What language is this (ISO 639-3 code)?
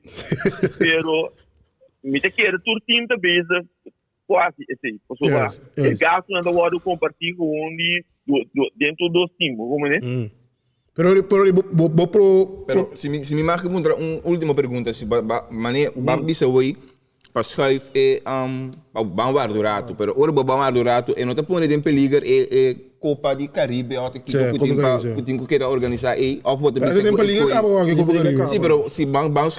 pap